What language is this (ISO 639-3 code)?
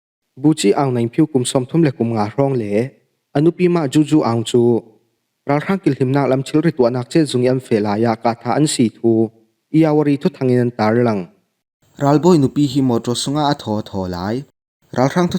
cfm